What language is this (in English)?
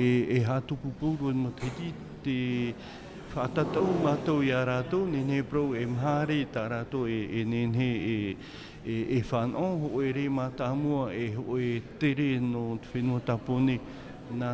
Tahitian